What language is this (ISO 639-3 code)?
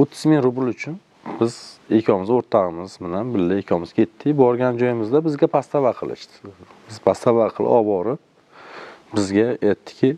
uzb